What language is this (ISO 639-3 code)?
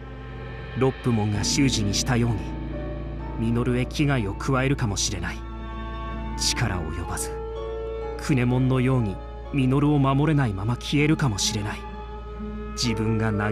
jpn